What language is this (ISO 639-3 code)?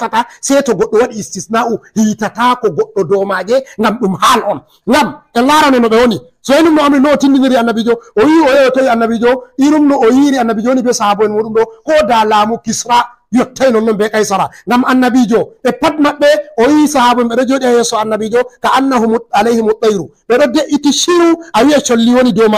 ful